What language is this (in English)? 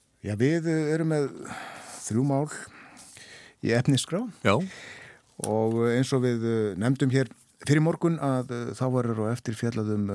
Icelandic